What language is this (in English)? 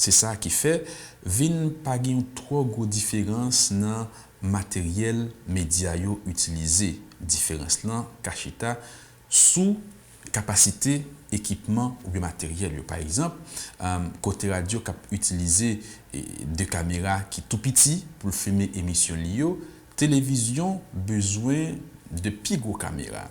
Haitian Creole